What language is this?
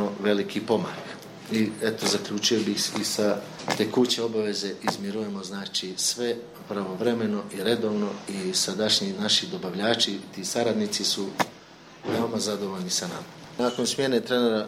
Bosnian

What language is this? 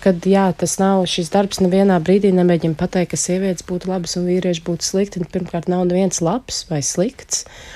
Latvian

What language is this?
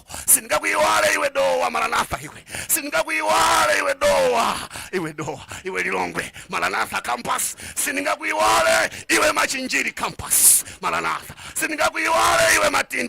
Nyanja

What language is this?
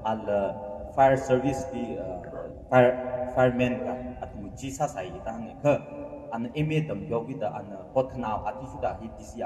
Tangkhul Naga (India)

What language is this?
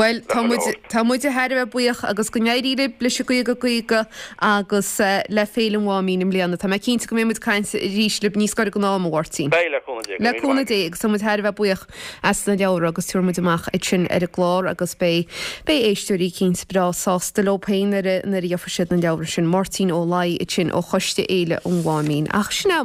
Irish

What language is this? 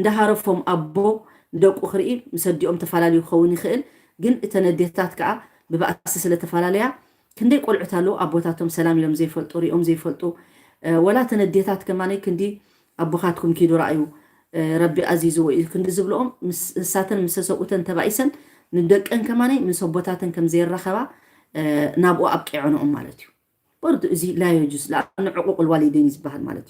Tigrinya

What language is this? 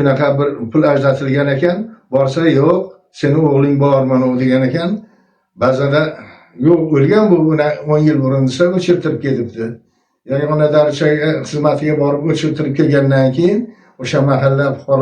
Uzbek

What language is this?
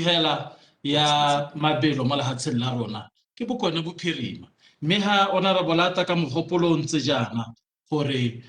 Tswana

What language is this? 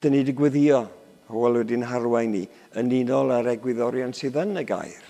Welsh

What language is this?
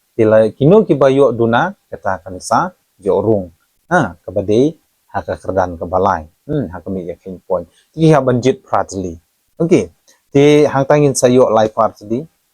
Khasi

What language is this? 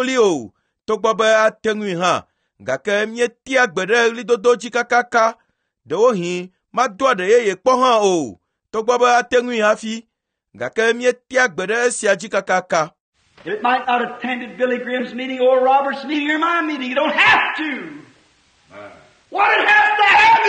Ewe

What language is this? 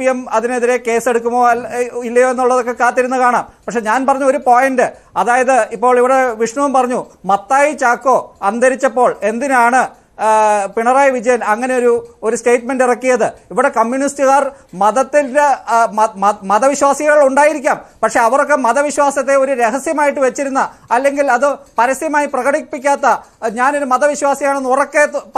Malayalam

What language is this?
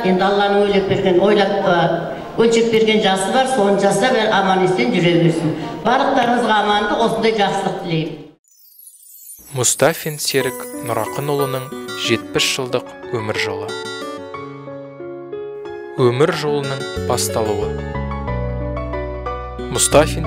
Kazakh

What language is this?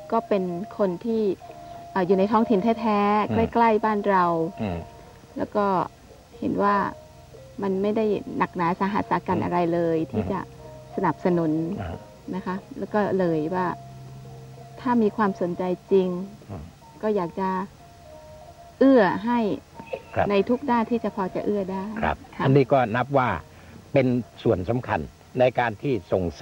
Thai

